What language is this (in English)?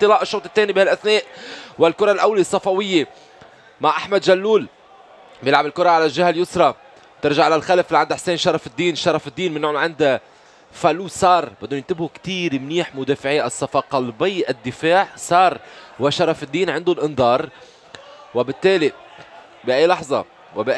North Levantine Arabic